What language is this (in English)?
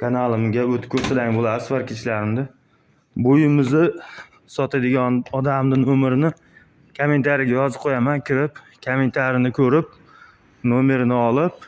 Uzbek